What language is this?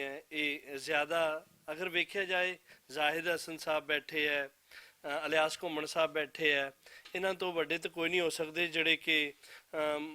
Western Panjabi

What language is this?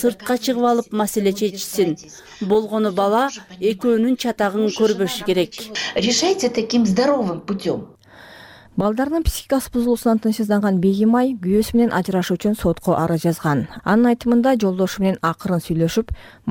Kyrgyz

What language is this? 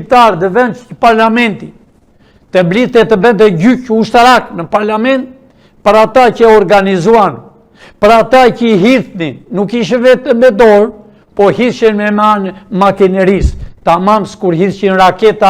Albanian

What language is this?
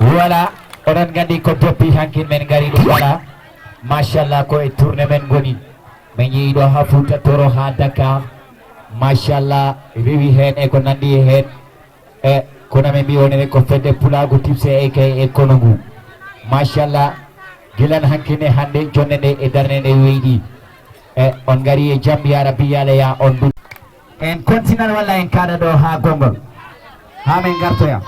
Fula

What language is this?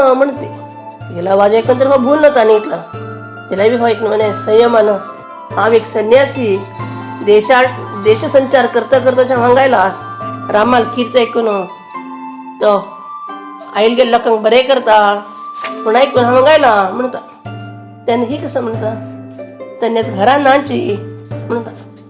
Konkani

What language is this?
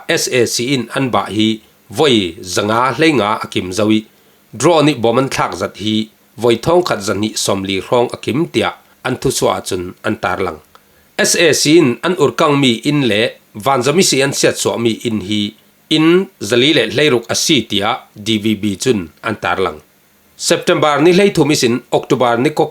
Falam Chin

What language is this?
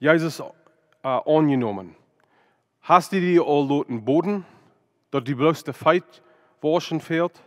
Plautdietsch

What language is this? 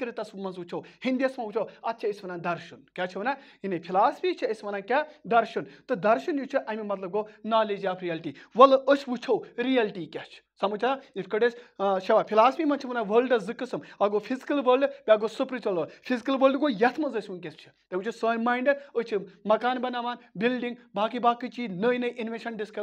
Kashmiri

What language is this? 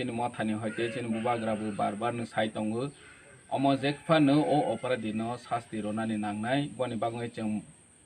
Kok Borok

